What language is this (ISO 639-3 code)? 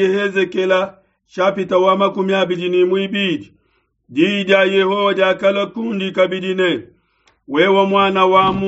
lua